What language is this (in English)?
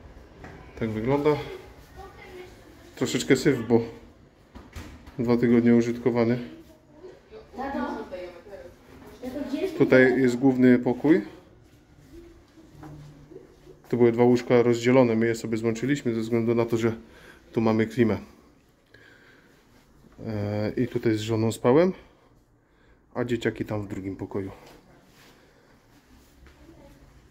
Polish